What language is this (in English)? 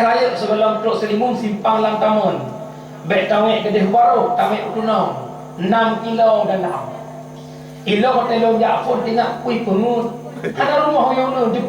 Achinese